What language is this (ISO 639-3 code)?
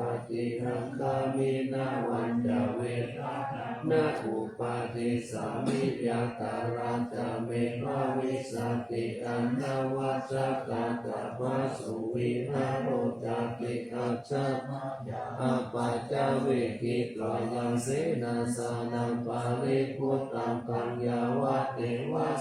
pli